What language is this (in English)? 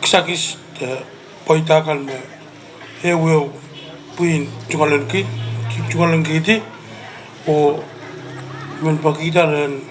Pohnpeian